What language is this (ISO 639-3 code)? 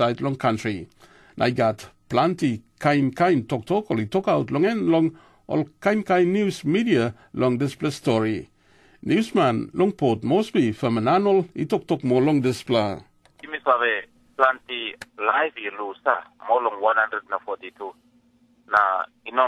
tpi